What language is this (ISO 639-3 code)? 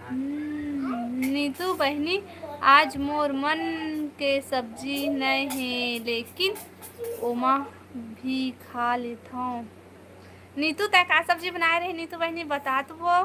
hne